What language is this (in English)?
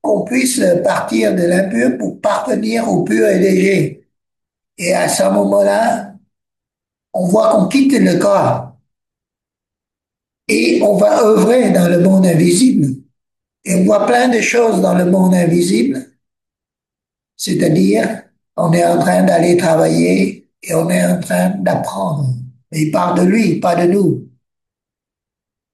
French